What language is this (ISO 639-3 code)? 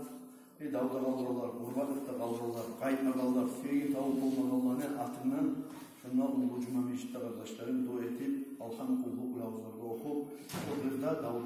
kum